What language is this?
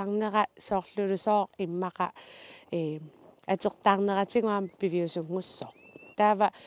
Kalaallisut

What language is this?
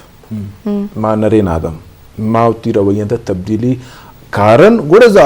Eastern Balochi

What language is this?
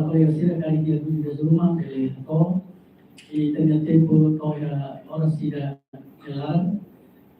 Tetum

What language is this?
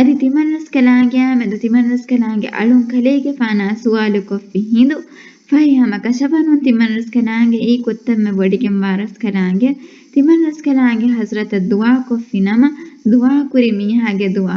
Divehi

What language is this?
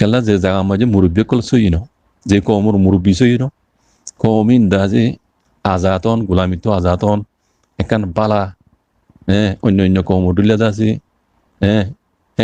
Rohingya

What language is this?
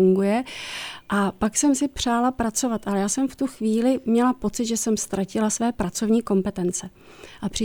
Czech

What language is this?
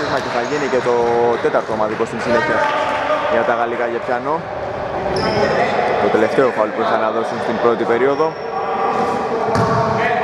Greek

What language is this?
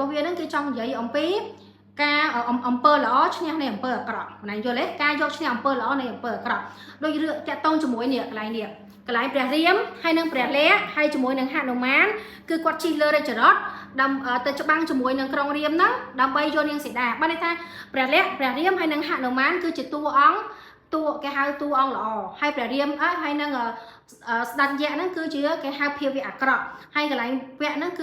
Khmer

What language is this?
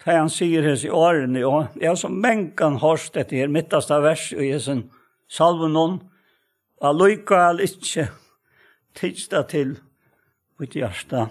Faroese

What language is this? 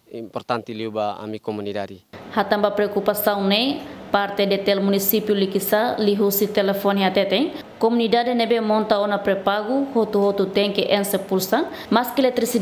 Tetum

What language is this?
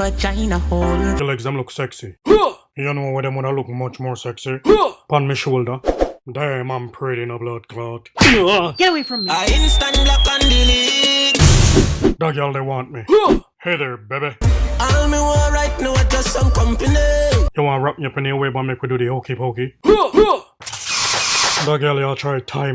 Jamaican Creole English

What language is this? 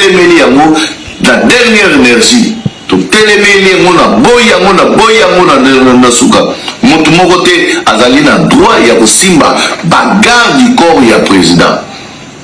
Lingala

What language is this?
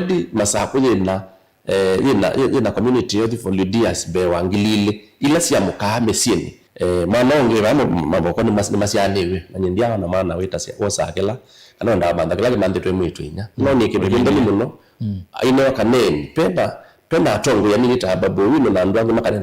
Kamba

